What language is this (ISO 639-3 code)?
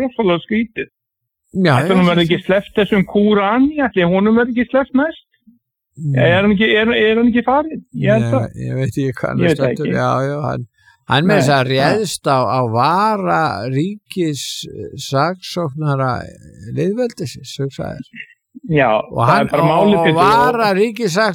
isl